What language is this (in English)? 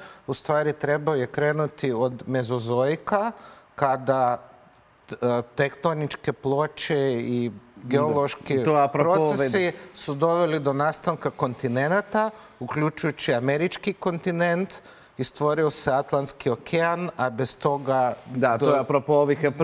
Serbian